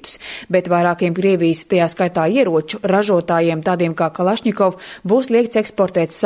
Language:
Latvian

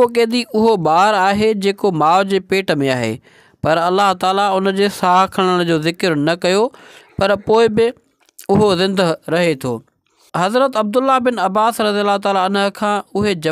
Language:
Sindhi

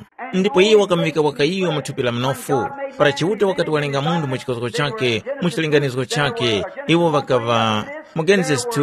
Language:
Tumbuka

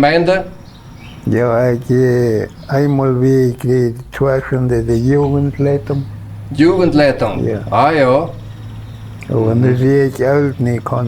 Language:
Plautdietsch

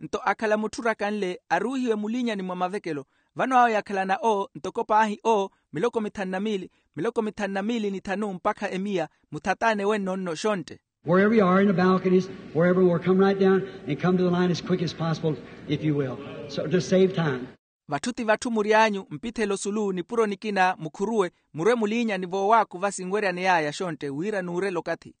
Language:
Makhuwa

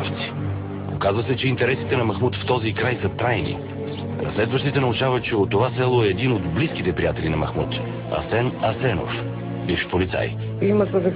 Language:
Bulgarian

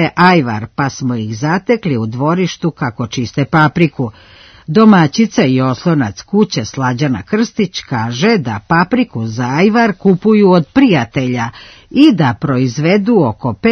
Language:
Serbian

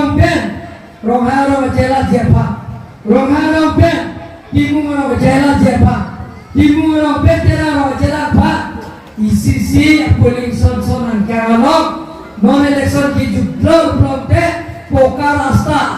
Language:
Karbi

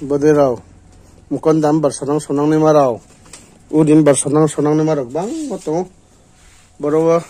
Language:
Riang (India)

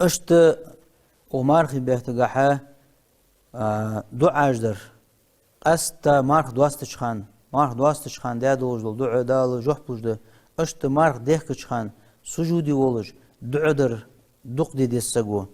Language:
Ingush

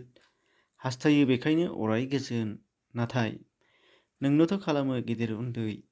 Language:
Bodo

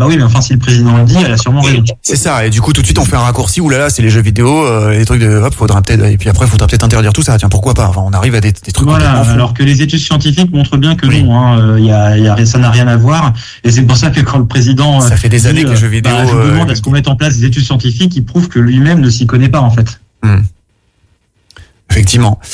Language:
French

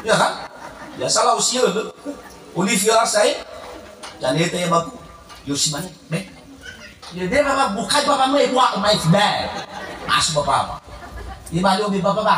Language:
Nias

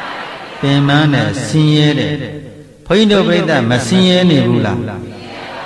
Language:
Burmese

